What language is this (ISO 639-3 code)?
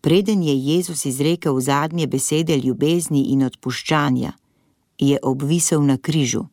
slv